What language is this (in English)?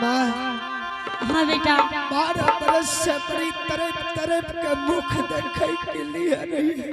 Angika